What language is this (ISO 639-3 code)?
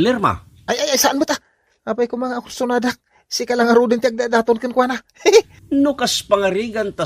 ilo